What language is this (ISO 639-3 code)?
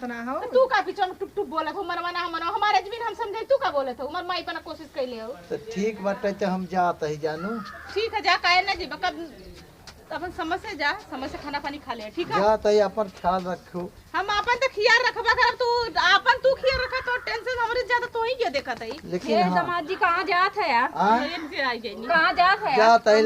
awa